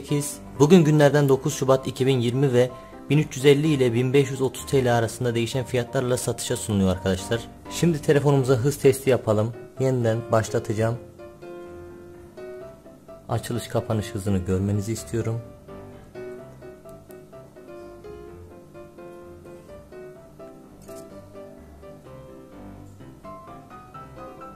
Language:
Turkish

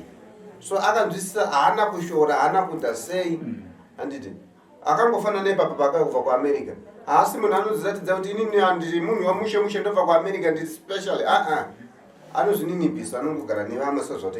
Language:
Shona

